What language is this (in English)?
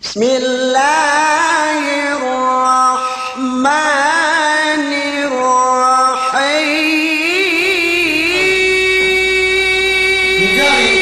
Yakan